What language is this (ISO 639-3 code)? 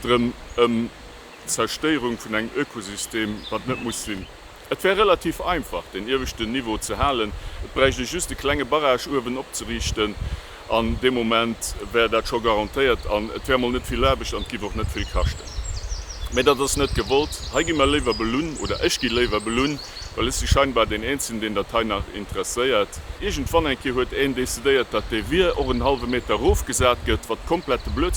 ltz